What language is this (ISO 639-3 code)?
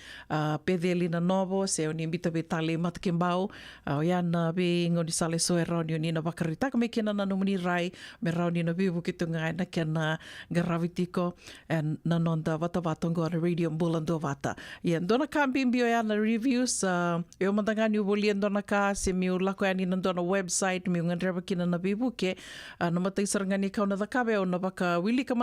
fij